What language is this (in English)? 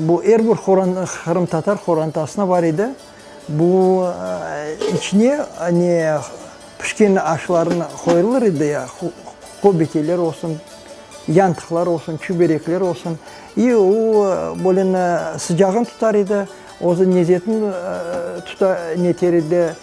Crimean Tatar